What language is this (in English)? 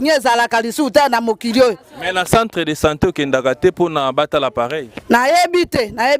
Lingala